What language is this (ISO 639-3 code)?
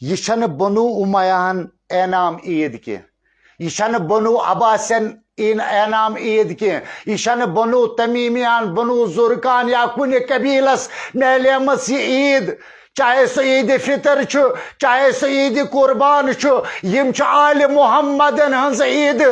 kas